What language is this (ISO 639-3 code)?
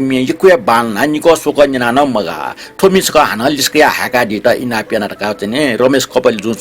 new